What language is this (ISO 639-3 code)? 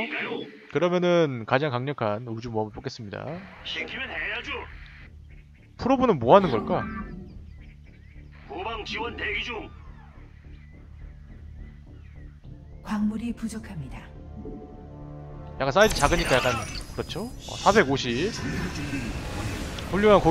kor